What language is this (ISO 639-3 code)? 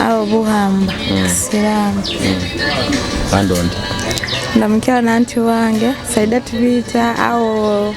nyo